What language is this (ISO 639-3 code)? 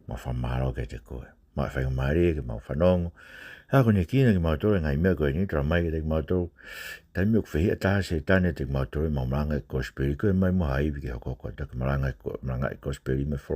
ton